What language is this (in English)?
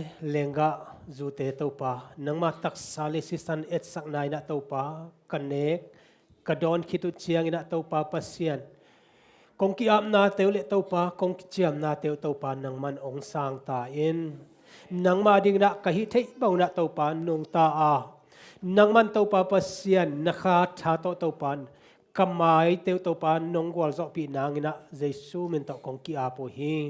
Tedim Chin